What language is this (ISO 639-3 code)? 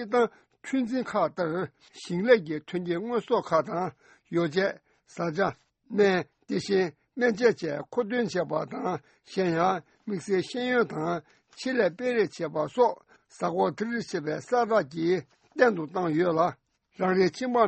bod